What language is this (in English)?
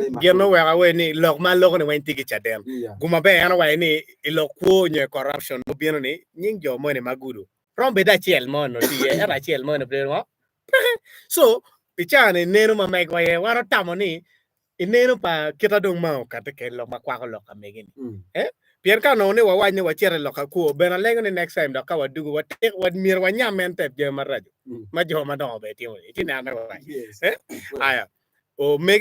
Acoli